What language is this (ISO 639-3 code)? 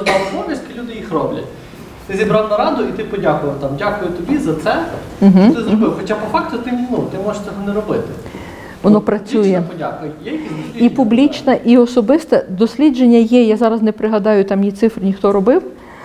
ukr